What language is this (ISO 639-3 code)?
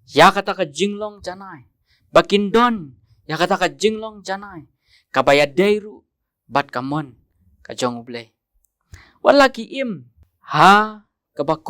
kha